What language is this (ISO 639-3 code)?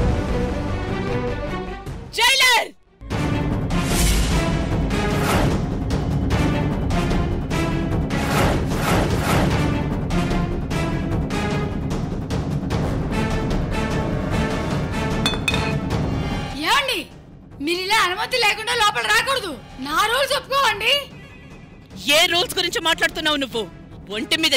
tel